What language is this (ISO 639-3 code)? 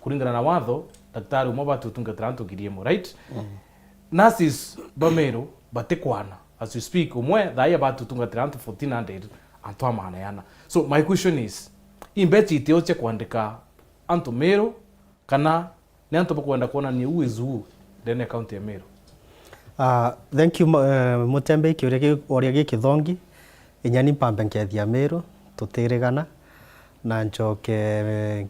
mer